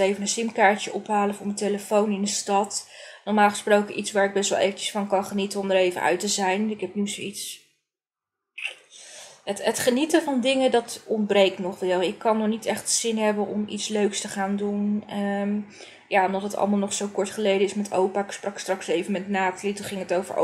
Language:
Dutch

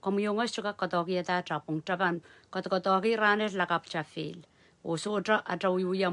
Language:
Pohnpeian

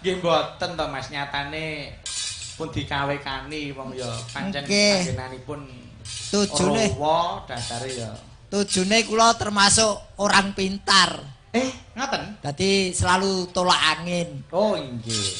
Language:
Javanese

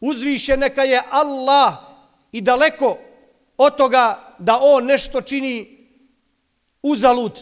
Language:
Bosnian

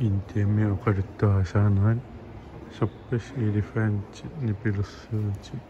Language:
Kalaallisut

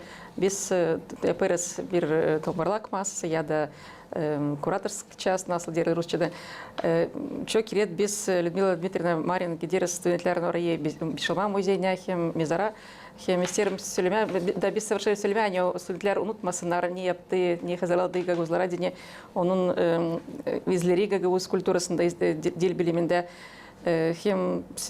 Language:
Gagauz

